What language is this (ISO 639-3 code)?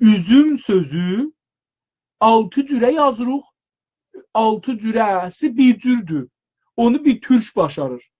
azb